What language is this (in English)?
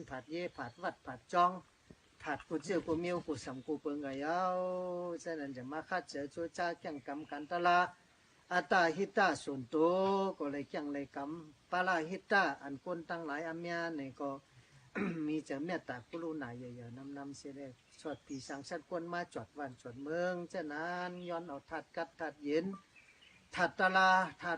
Shan